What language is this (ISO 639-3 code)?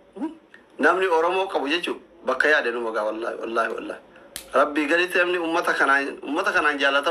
orm